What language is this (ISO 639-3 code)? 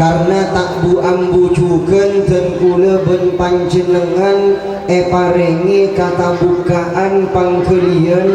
mad